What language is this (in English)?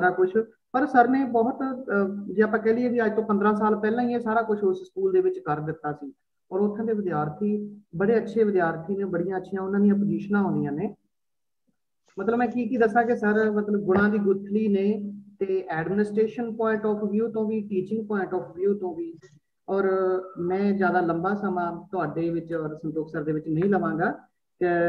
Punjabi